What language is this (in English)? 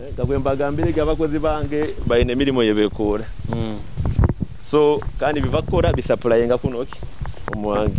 Nyoro